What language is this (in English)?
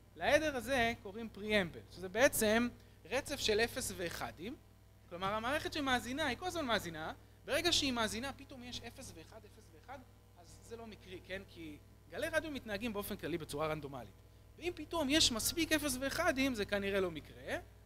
Hebrew